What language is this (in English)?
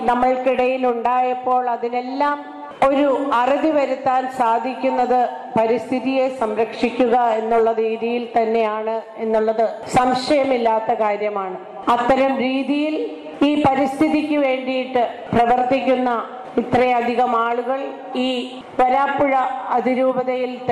Malayalam